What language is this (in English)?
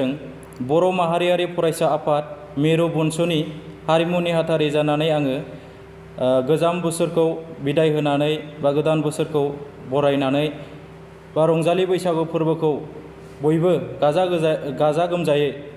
Bodo